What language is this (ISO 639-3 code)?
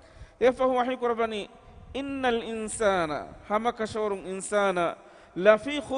div